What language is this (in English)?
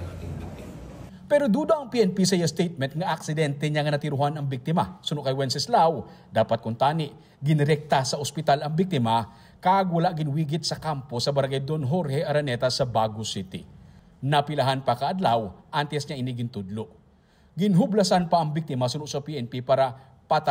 Hiligaynon